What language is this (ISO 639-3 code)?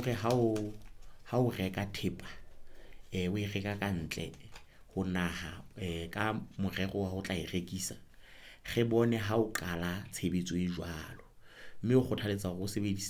sot